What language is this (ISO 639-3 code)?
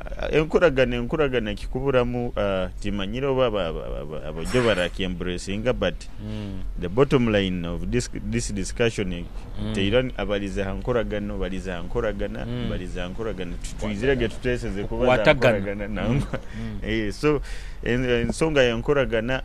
nyo